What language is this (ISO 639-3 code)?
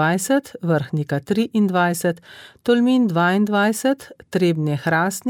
slv